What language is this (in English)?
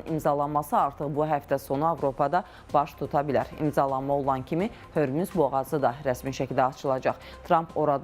Azerbaijani